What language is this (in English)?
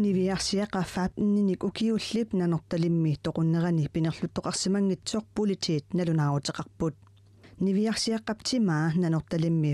Kalaallisut